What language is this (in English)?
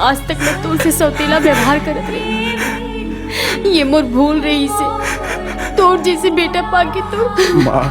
Chhattisgarhi